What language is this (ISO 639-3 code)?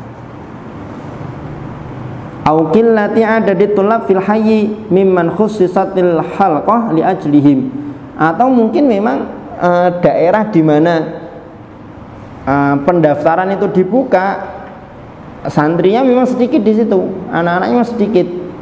ind